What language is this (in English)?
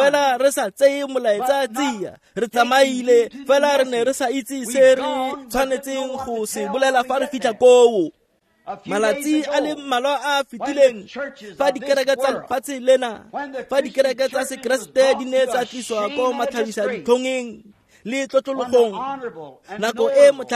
Tswana